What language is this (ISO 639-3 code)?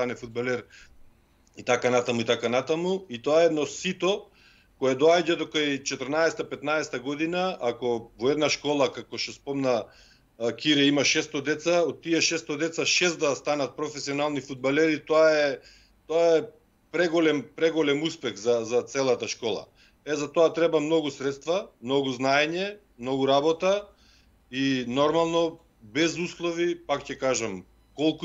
mkd